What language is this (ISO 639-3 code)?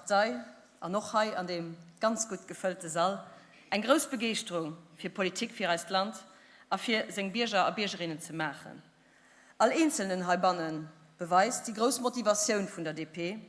ltz